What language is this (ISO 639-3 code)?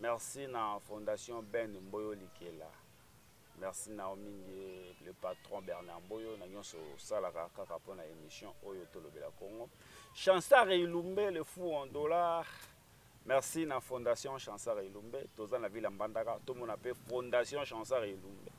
lin